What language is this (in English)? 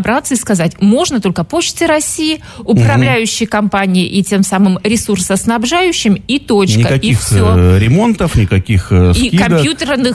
Russian